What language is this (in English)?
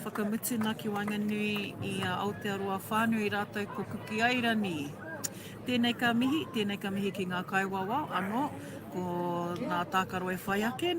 Māori